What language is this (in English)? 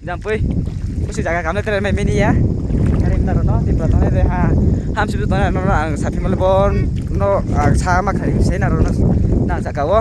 Riang (India)